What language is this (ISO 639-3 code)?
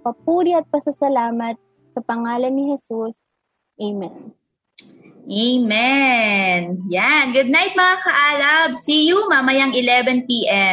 fil